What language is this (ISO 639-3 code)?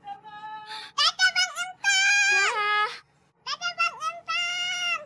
bew